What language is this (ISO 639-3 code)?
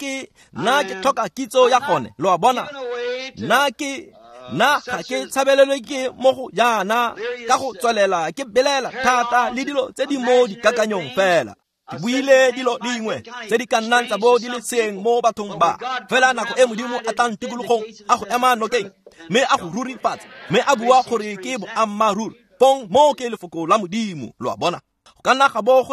tsn